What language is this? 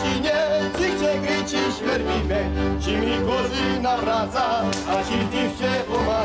Slovak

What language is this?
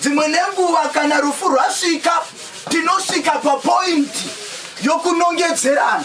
Shona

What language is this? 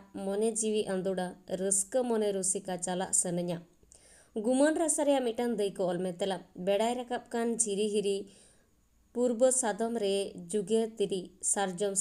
Santali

